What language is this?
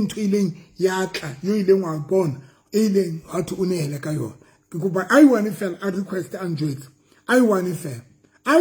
Southern Sotho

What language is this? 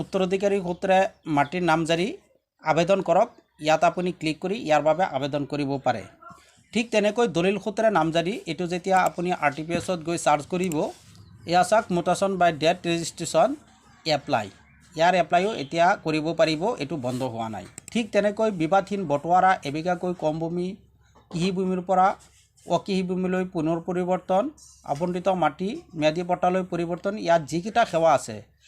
Assamese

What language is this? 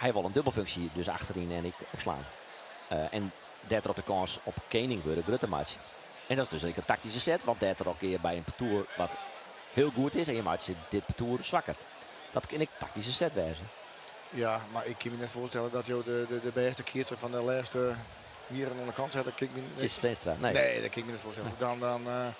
Western Frisian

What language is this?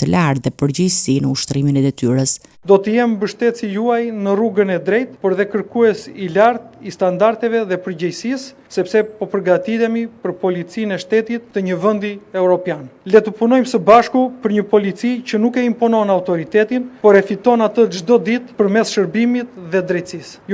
Albanian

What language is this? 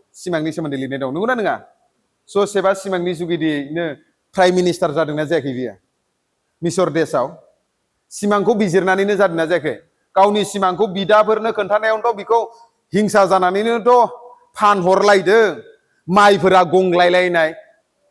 Bodo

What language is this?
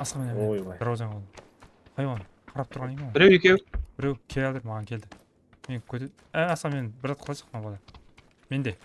Kara-Kalpak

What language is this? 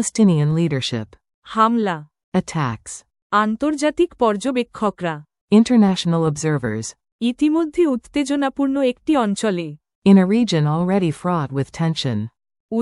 Bangla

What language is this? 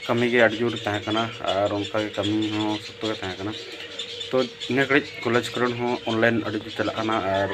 Santali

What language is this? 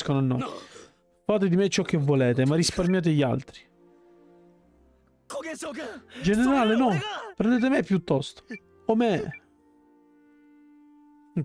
Italian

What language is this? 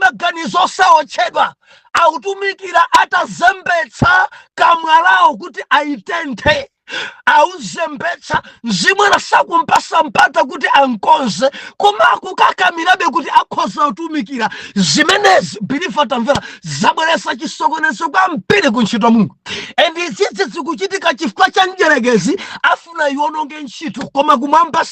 Nyanja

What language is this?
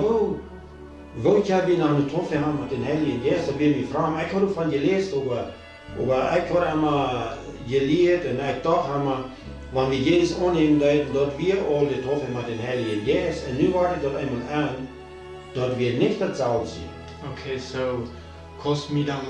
Plautdietsch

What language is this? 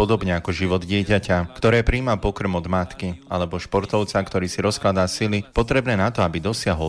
Slovak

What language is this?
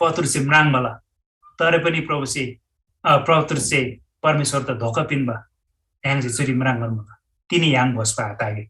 Eastern Tamang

